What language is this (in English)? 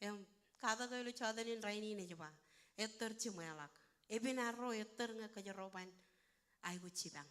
Marshallese